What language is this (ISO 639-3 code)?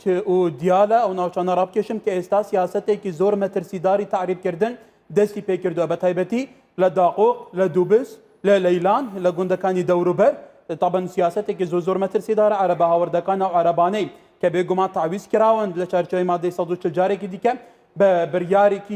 ckb